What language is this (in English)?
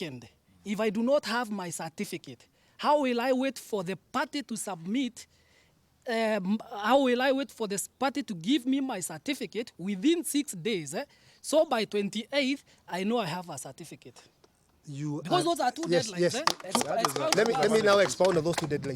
Meru